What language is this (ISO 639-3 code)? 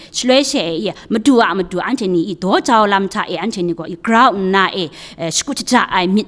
kac